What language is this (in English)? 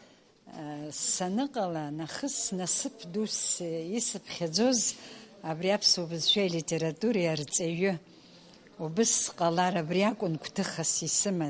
Abkhazian